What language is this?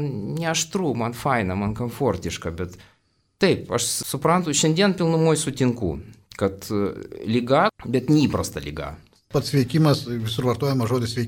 Lithuanian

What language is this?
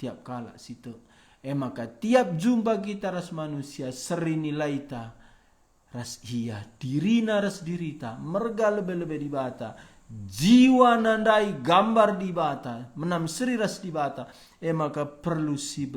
Batak Karo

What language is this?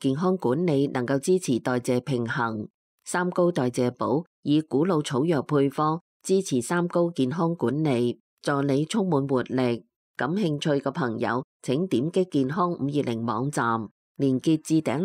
Cantonese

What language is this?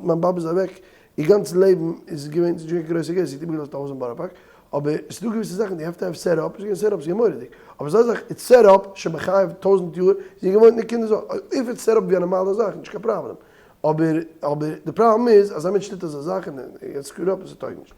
Yiddish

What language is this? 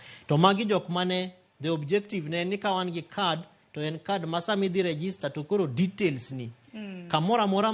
Luo (Kenya and Tanzania)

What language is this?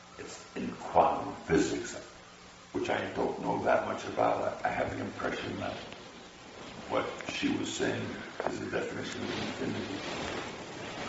English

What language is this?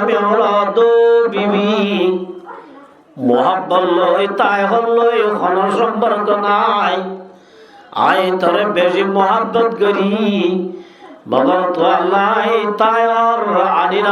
Rohingya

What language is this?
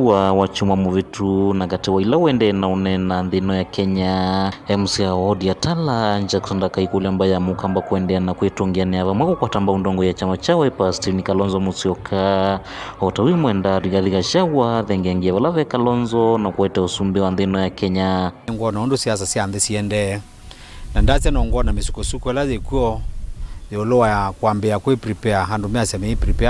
Kamba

